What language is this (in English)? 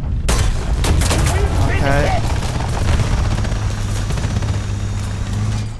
Chinese